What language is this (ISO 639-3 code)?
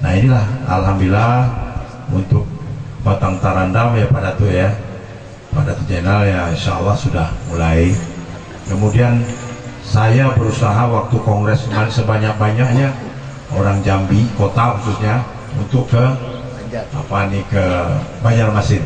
bjn